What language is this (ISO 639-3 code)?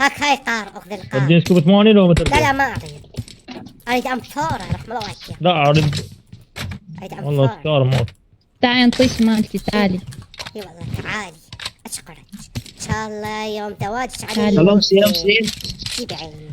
acm